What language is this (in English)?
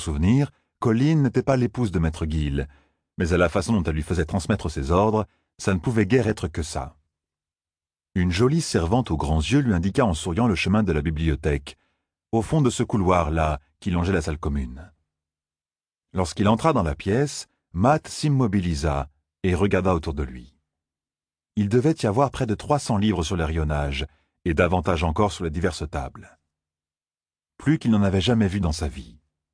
French